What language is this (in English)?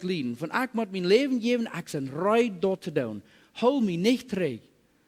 Plautdietsch